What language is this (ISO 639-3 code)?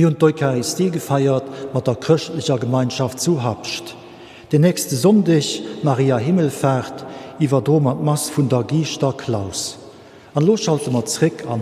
ltz